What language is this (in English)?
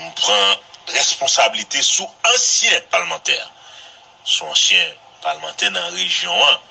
Haitian Creole